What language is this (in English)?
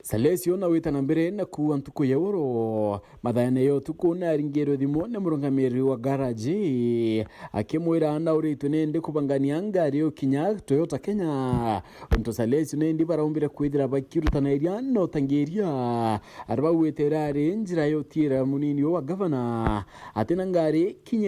Meru